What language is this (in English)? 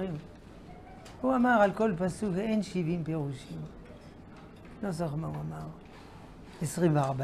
Hebrew